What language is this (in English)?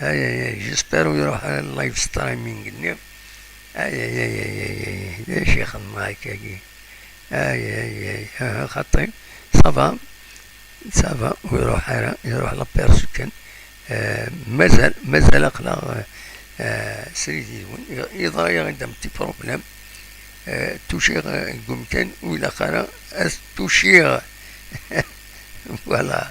Kabyle